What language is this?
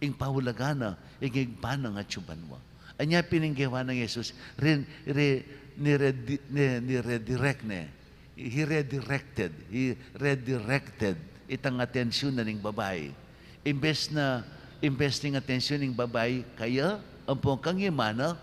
Pampanga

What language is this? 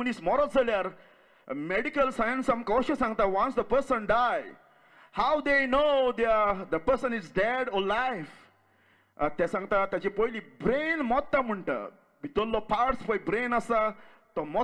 Konkani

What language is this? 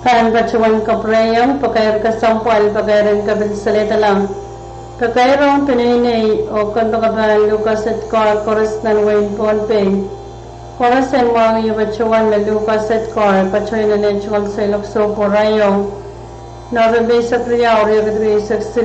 Pohnpeian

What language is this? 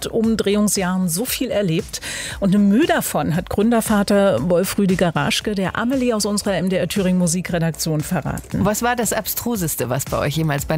German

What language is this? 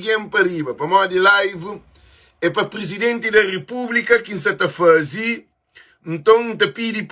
Kabuverdianu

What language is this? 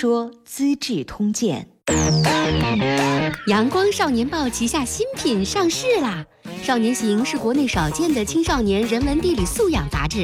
Chinese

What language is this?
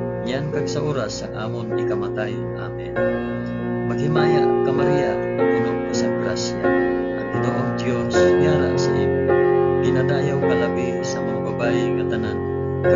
Hiligaynon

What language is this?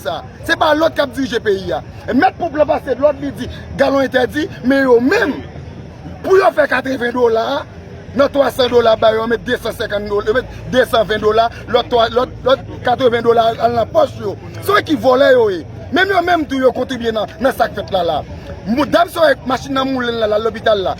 Haitian Creole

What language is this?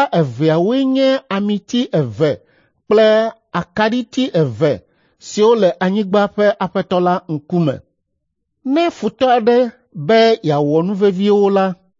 Ewe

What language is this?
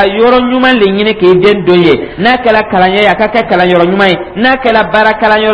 Dyula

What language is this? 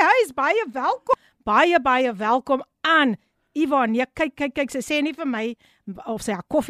Afrikaans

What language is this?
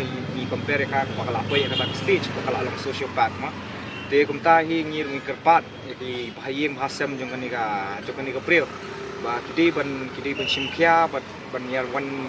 Khasi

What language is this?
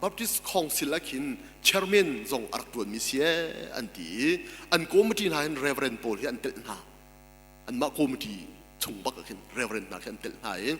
Hakha Chin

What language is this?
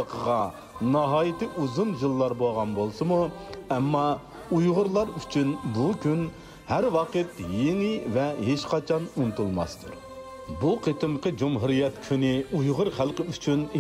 Uyghur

